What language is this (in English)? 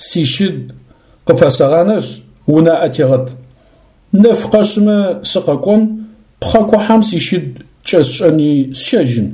Adyghe